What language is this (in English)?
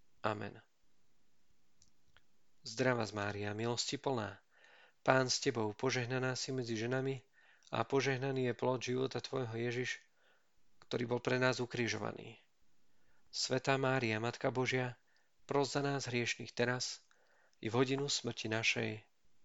Slovak